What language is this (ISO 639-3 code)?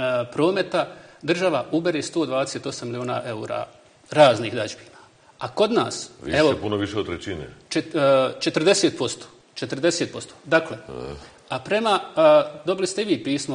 bos